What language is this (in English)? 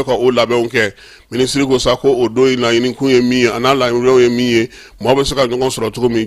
Bambara